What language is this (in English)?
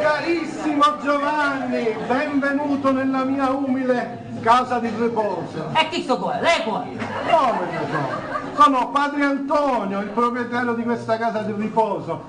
Sicilian